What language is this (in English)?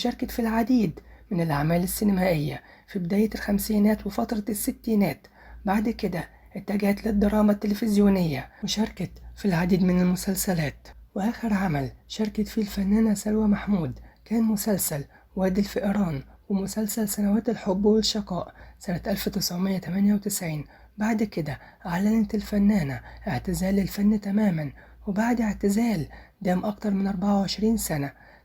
Egyptian Arabic